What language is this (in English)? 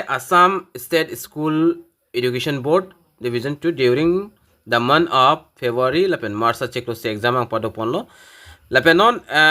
Karbi